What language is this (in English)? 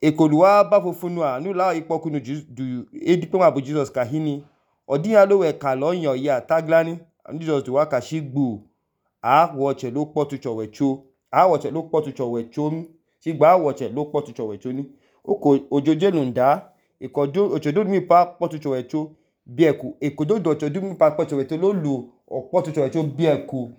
Idoma